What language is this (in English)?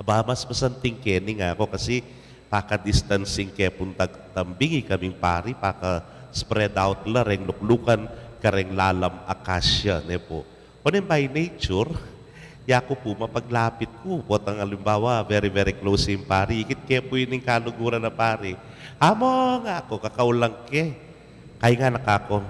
Pampanga